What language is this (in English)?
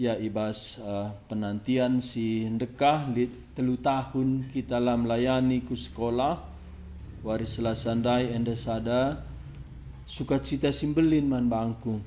Batak Karo